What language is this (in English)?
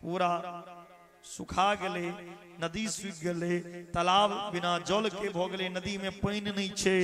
Maithili